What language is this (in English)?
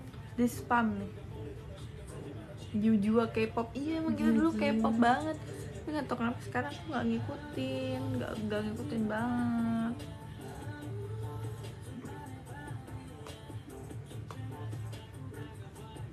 Indonesian